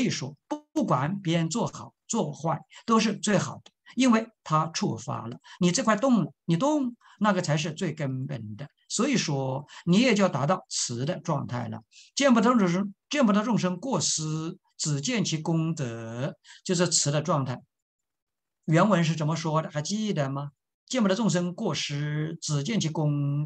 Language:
Chinese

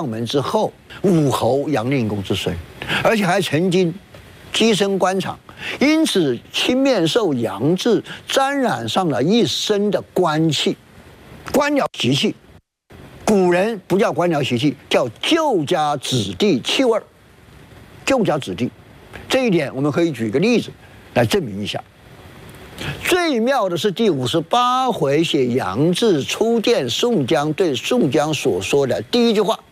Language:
Chinese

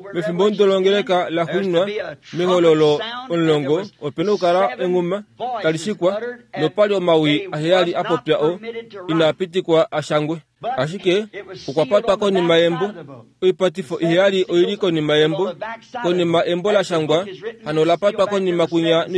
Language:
Kuanyama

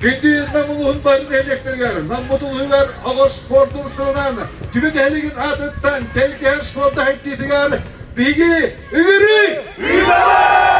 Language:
Yakut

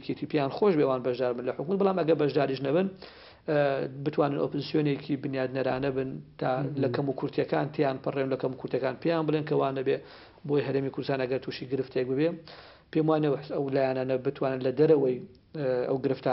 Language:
Central Kurdish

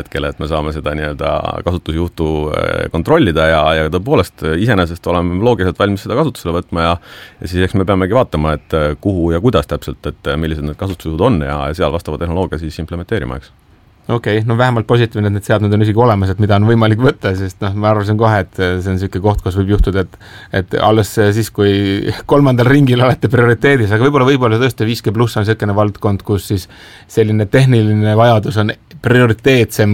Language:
Estonian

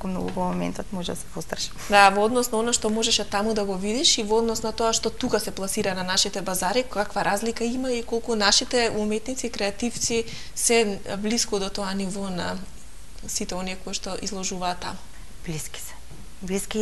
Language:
Macedonian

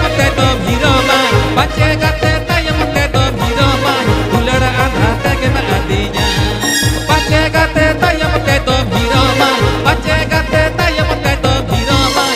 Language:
Santali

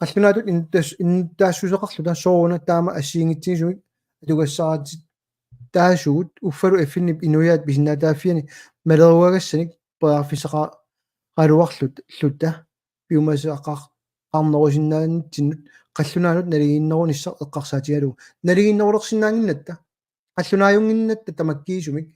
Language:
Kalaallisut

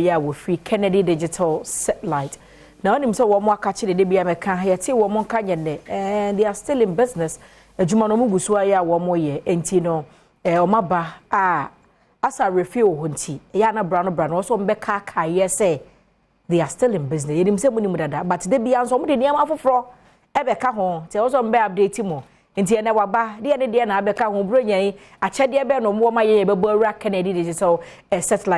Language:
Akan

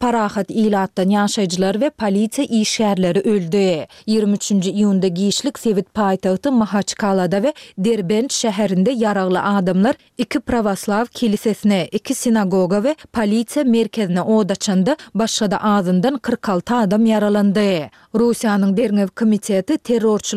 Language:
Turkmen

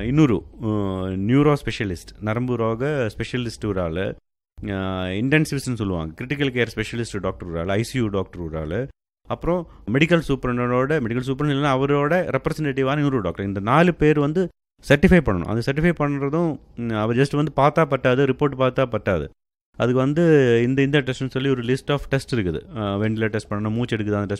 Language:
Tamil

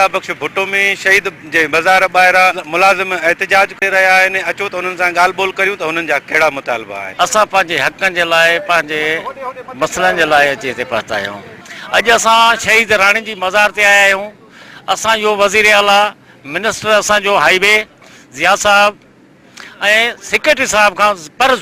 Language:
Sindhi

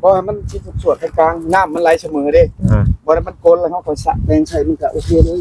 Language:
Northeastern Thai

